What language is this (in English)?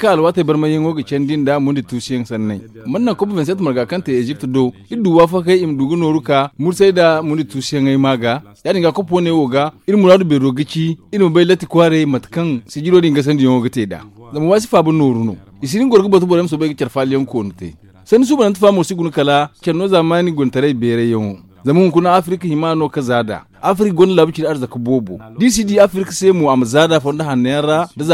Zarma